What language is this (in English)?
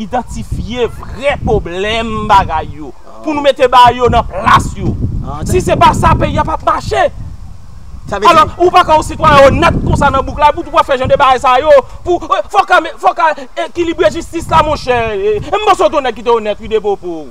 Haitian Creole